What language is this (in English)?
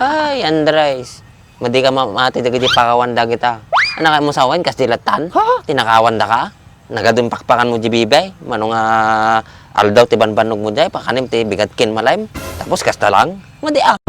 Iloko